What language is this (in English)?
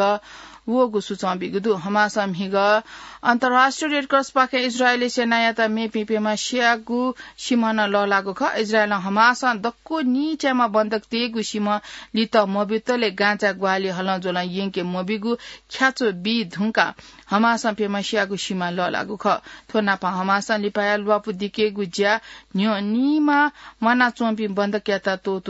Newari